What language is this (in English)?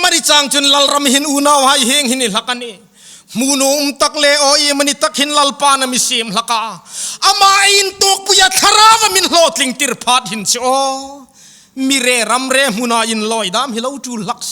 Hmar